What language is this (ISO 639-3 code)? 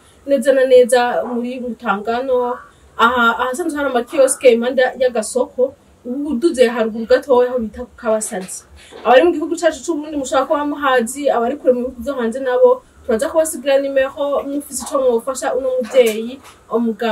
run